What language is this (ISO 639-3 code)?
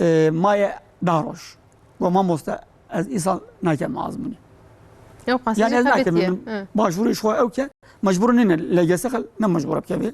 kur